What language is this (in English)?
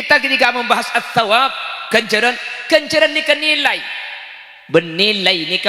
Madurese